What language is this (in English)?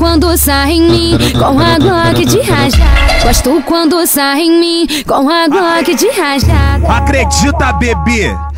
Portuguese